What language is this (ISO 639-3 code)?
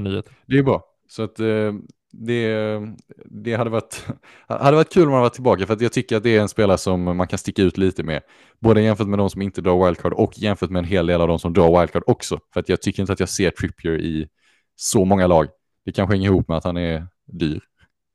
swe